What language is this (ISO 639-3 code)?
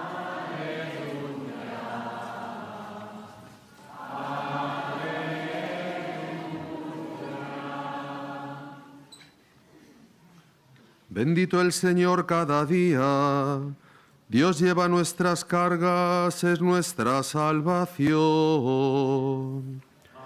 spa